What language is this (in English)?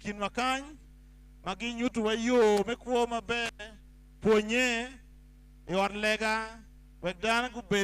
Acoli